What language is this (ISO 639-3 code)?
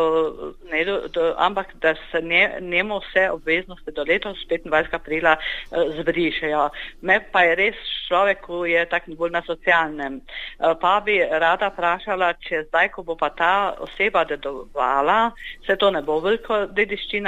slv